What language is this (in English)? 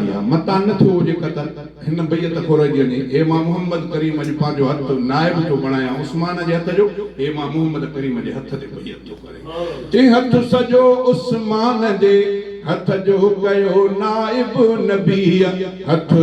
Sindhi